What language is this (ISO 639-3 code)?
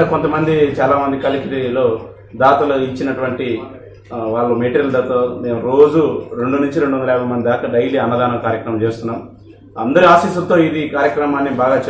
tel